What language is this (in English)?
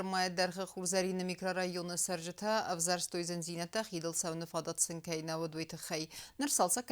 Ossetic